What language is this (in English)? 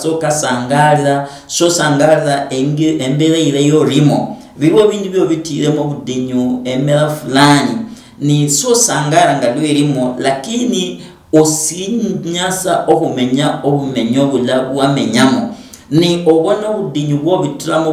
Luyia